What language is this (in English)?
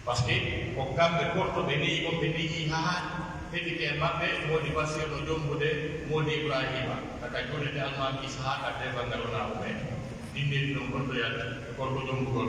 Pular